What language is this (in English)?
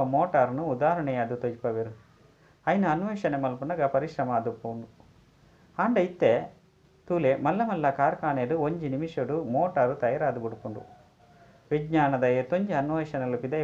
Tulu